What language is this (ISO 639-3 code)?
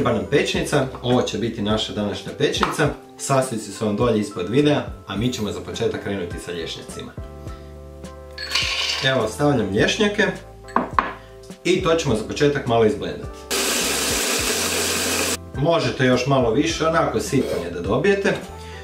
hrv